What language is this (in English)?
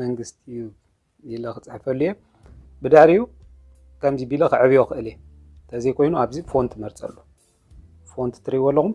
Tigrinya